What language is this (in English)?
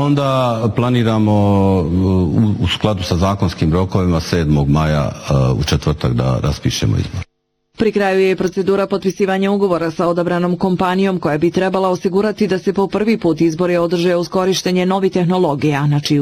Bosnian